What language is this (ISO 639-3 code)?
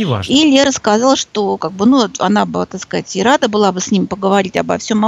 rus